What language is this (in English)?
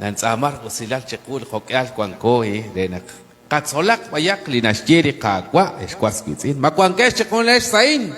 Kekchí